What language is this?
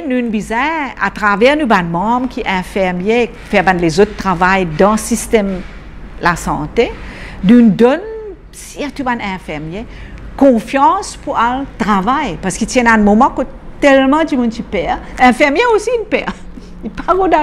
Morisyen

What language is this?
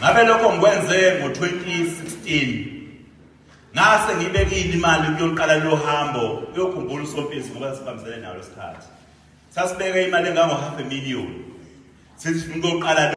Zulu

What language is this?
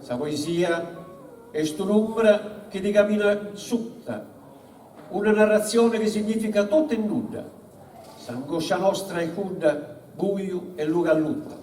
Sardinian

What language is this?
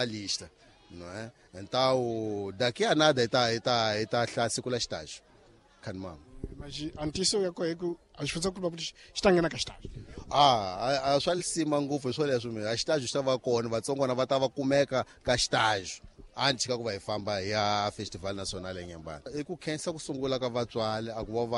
Tsonga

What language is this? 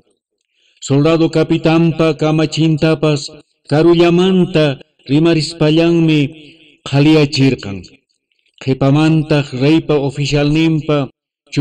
Quechua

